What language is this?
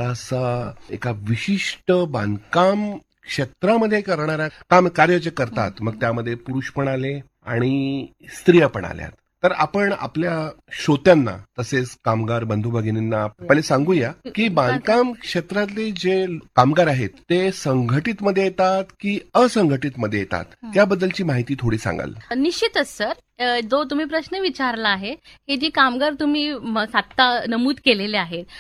Marathi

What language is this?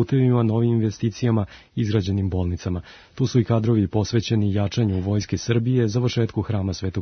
Serbian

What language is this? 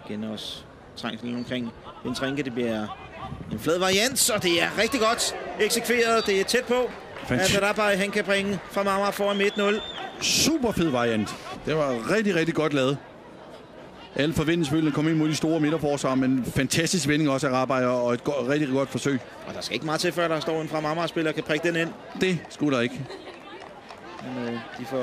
Danish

